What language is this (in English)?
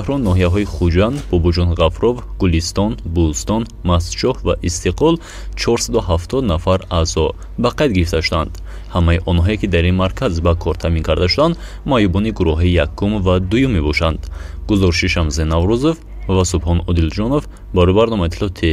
Tajik